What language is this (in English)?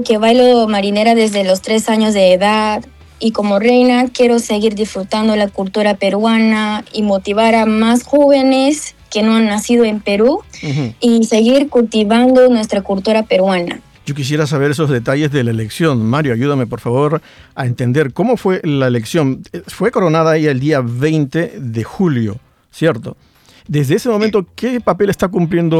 Spanish